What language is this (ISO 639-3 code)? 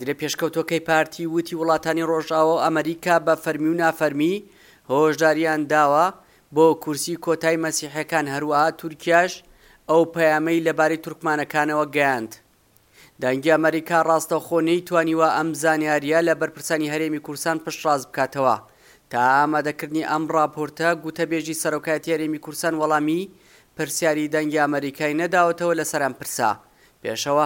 ckb